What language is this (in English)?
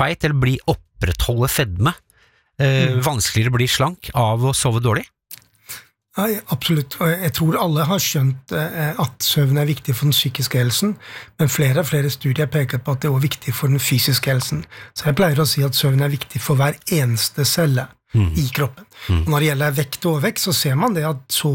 Norwegian